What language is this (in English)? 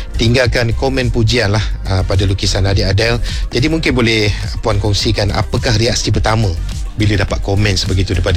Malay